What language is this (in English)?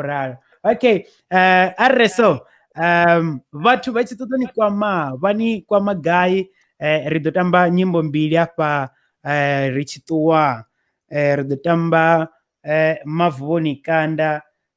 Venda